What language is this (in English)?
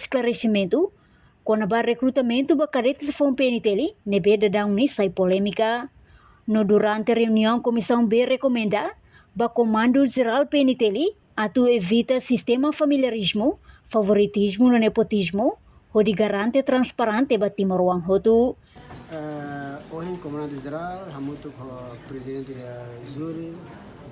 Tetum